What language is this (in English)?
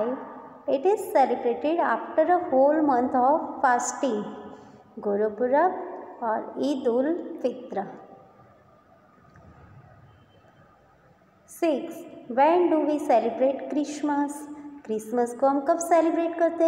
Hindi